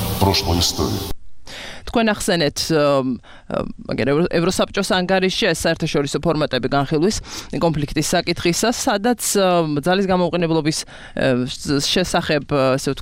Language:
Georgian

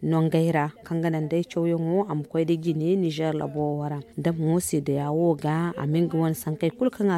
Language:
Zarma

